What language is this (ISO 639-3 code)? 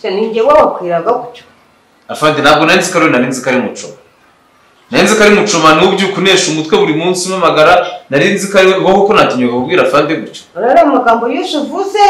kin